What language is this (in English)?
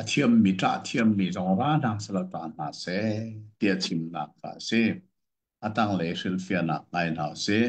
Hakha Chin